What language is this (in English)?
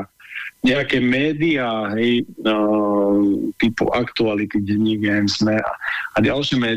Slovak